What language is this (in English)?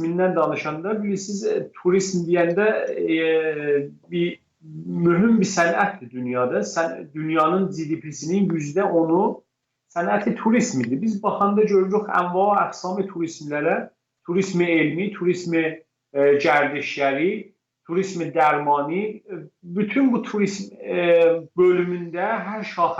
South Azerbaijani